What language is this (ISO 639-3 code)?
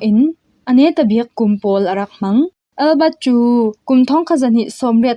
cfm